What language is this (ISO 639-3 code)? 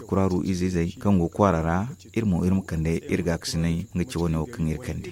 dje